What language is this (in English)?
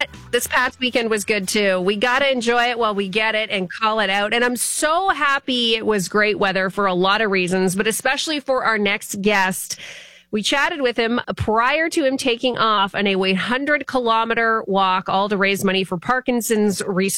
English